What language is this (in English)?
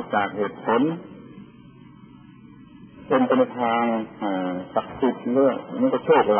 Thai